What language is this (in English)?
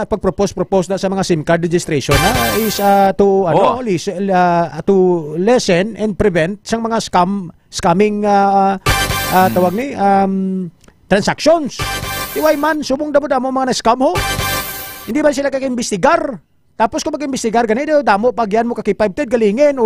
Hiligaynon